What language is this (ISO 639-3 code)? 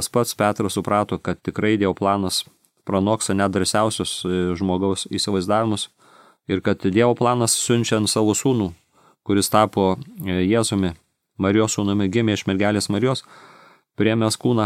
lit